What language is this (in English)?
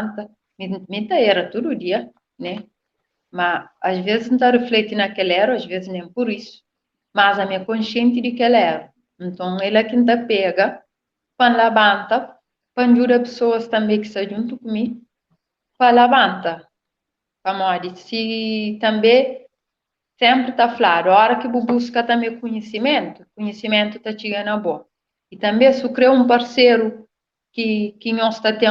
Kabuverdianu